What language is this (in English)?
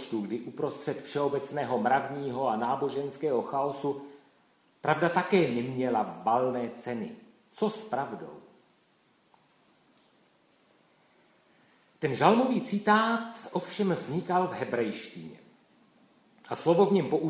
Czech